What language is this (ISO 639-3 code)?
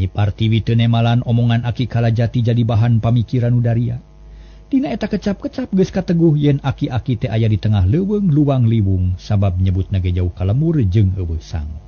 sun